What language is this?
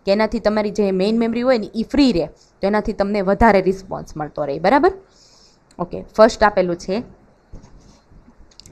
Gujarati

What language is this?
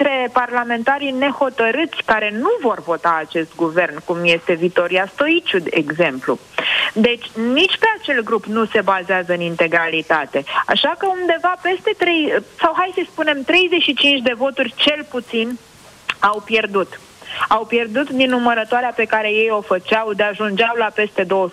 Romanian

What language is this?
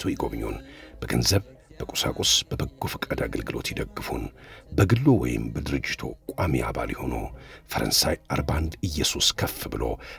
Amharic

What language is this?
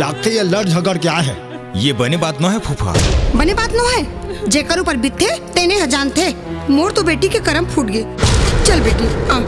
Chhattisgarhi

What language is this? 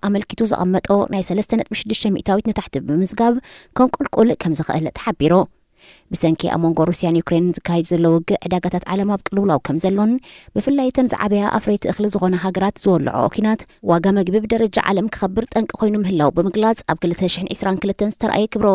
Tigrinya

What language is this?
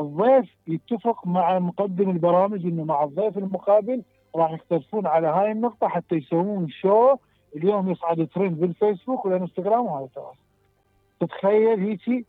Mesopotamian Arabic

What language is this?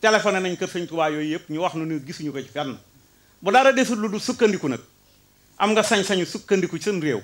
Wolof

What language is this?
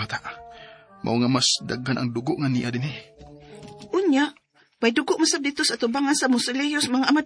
Cebuano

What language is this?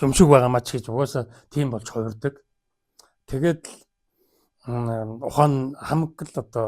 Mongolian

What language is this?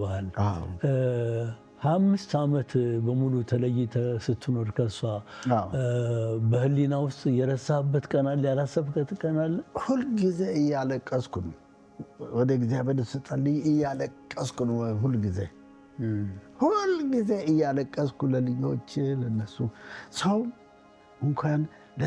Amharic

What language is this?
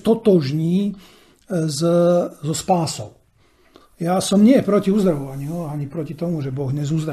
Slovak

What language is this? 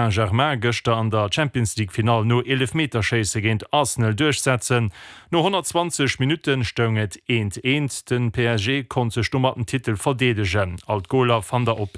Luxembourgish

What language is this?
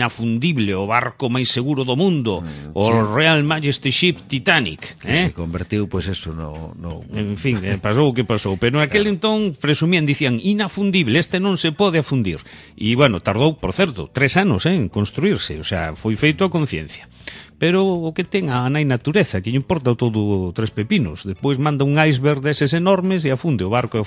Galician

